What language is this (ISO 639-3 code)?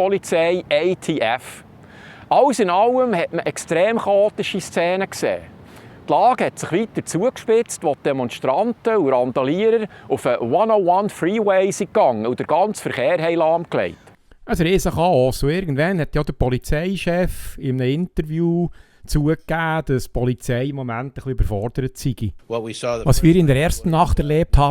gsw